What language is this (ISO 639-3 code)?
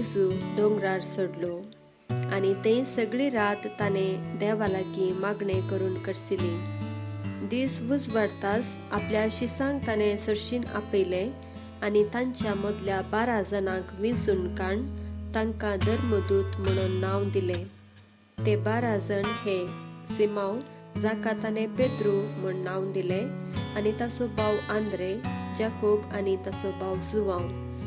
kok